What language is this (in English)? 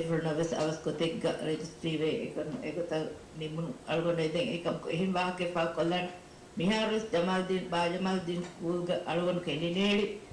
Divehi